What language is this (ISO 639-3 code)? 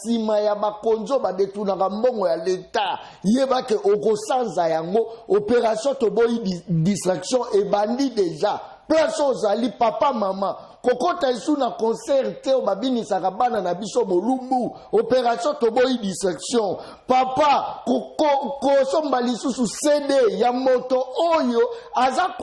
lin